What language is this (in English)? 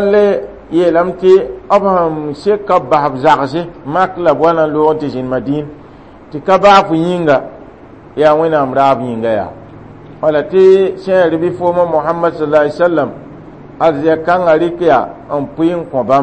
Mossi